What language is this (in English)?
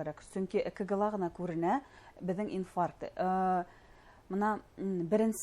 Bashkir